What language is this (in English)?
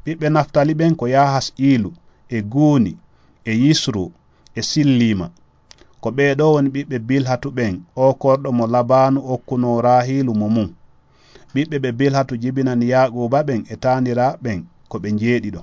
Fula